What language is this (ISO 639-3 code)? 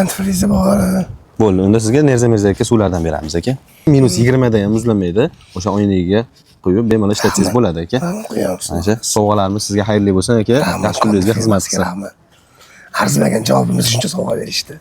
uzb